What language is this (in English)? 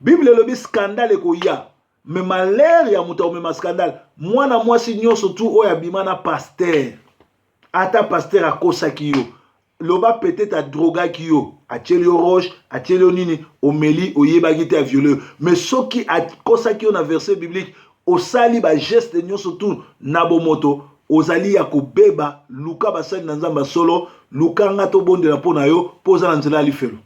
Lingala